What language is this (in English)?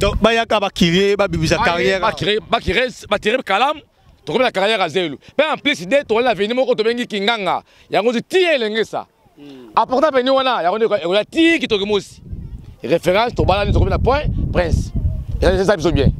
Lingala